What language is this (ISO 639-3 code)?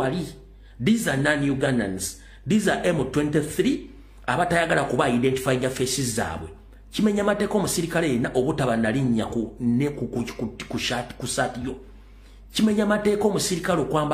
lug